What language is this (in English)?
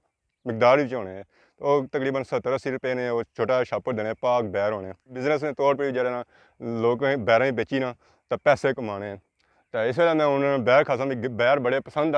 Pahari-Potwari